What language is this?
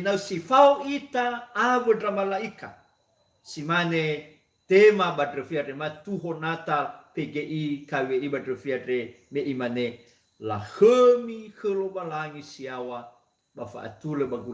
Nias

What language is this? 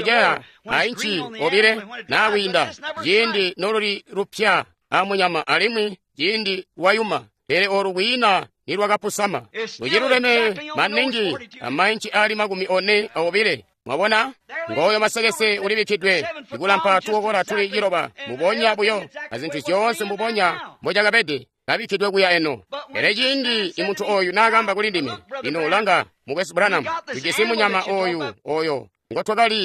Tonga (Zambia)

